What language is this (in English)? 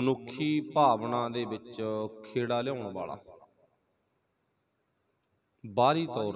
Punjabi